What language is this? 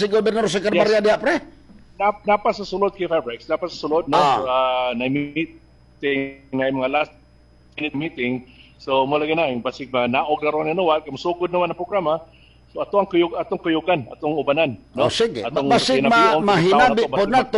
Cebuano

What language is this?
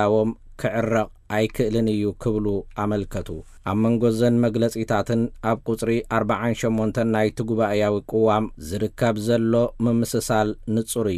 Tigrinya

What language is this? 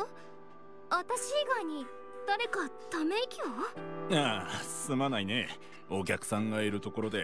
Japanese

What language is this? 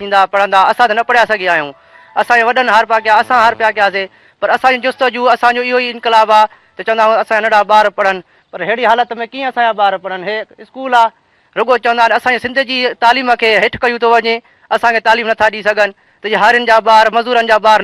Sindhi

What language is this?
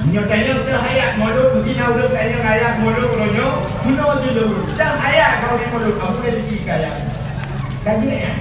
Achinese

